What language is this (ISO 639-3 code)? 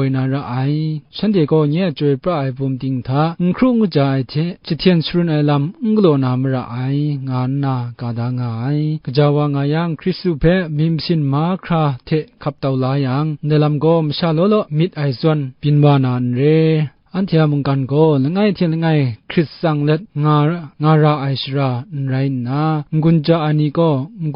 kac